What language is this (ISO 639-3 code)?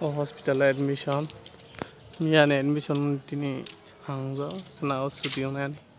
trp